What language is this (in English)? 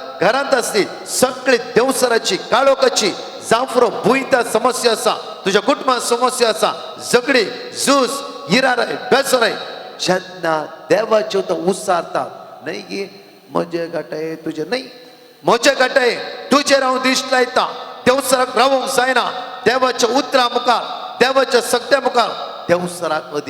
Konkani